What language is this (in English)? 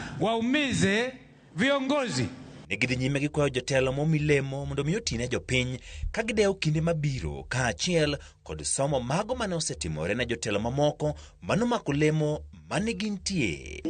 Luo (Kenya and Tanzania)